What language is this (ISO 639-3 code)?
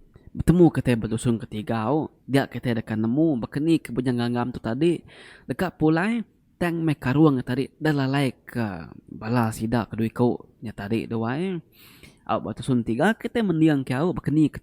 iba